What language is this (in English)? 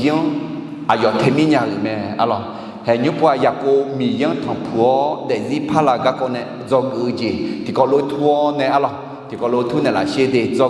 Akha